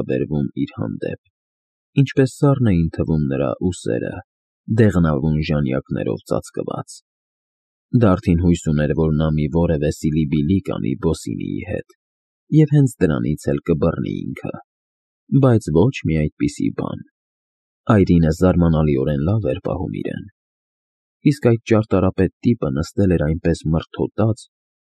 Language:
Armenian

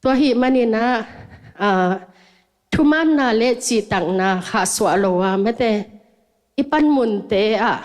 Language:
Tedim Chin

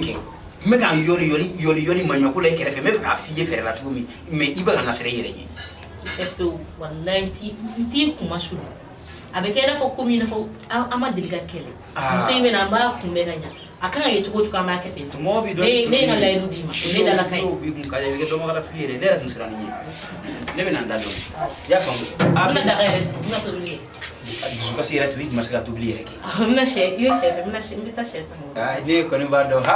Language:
Bambara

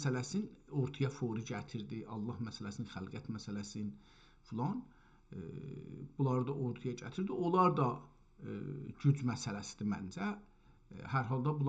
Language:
South Azerbaijani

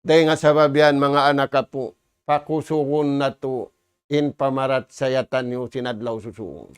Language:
Tausug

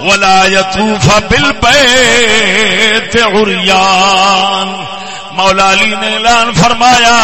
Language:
Saraiki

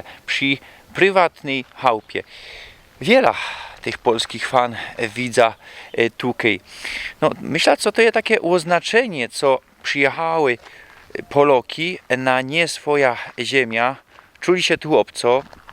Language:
Silesian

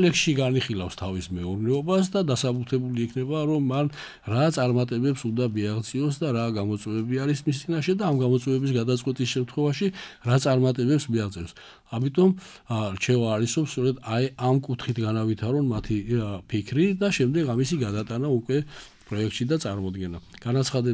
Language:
Georgian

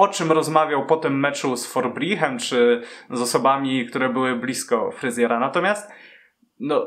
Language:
Polish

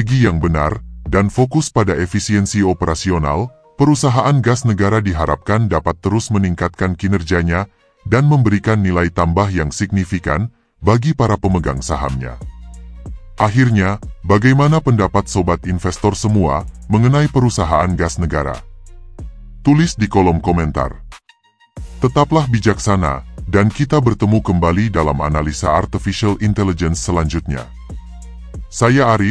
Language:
Indonesian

